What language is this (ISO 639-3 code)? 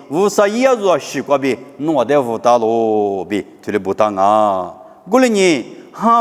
lis